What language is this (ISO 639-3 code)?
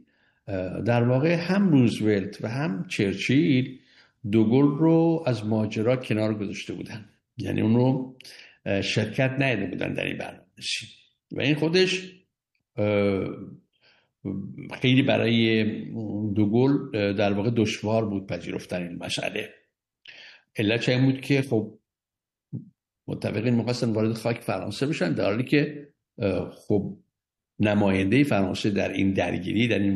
fas